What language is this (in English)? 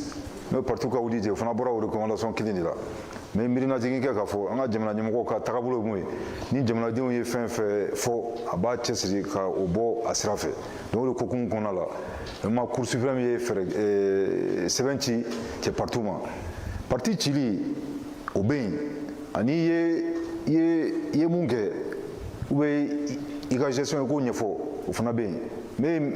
Bambara